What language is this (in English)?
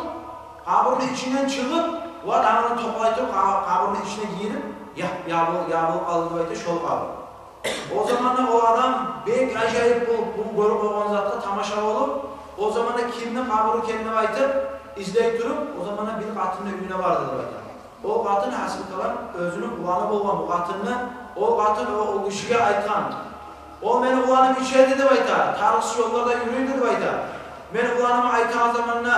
Kumyk